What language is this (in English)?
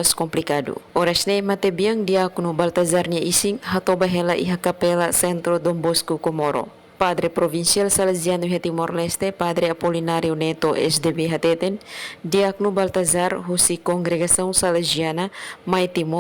Tetum